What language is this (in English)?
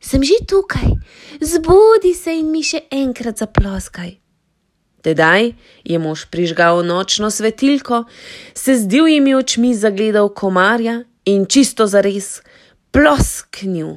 Slovenian